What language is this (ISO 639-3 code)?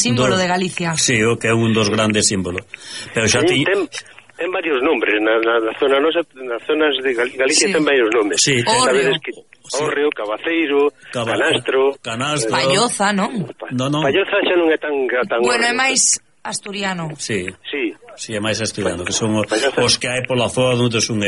glg